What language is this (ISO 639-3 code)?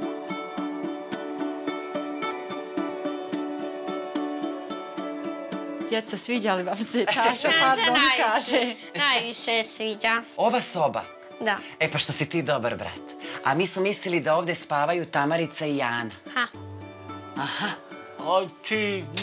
srp